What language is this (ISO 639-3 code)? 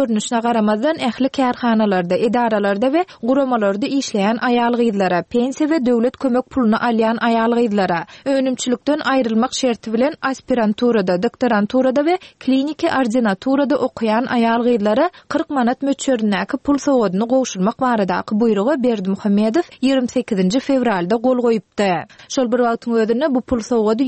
tuk